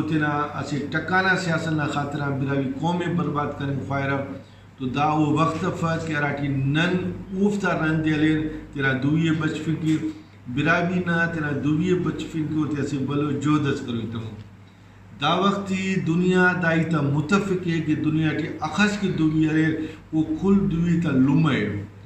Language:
Brahui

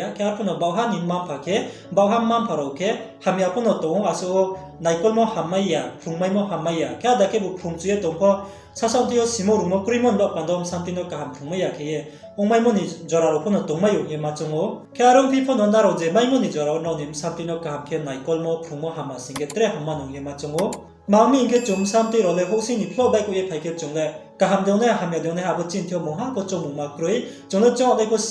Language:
Riang (India)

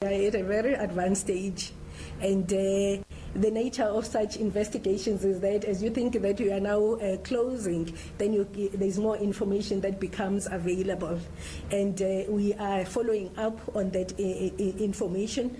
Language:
Northern Sotho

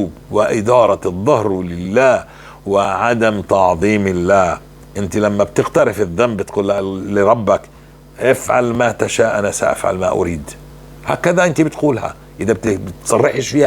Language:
North Levantine Arabic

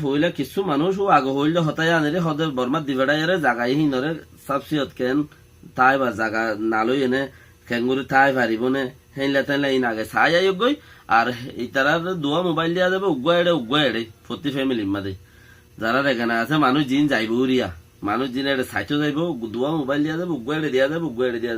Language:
Rohingya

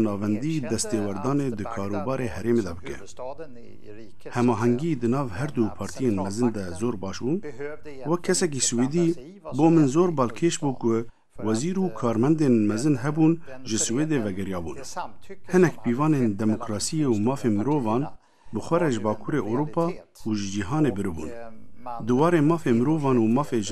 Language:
Kurdish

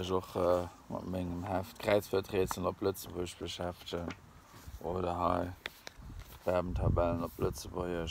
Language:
Luxembourgish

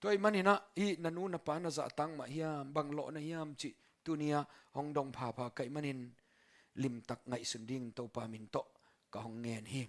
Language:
Tedim Chin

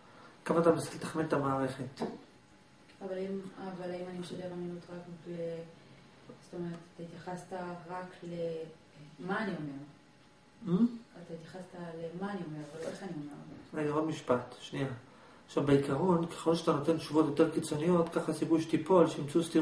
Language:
Hebrew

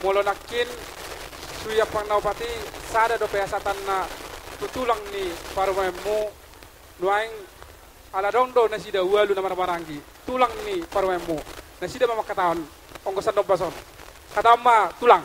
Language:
Batak Toba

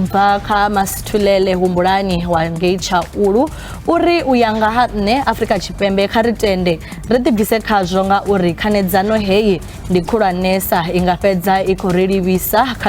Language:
Venda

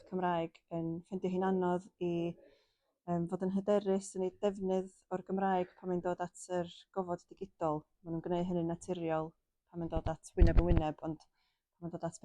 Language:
Welsh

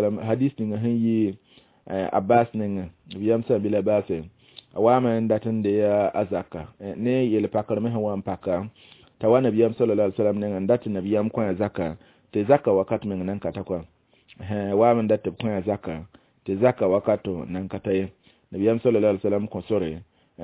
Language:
Mossi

